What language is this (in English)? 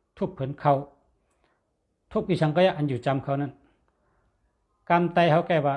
Shan